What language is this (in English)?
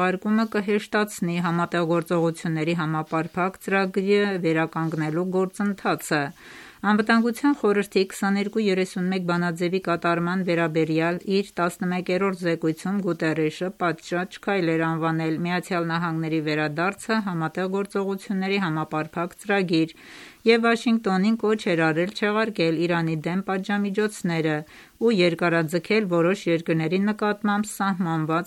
Armenian